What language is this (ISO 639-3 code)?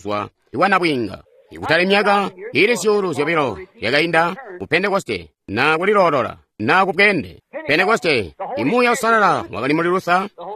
toi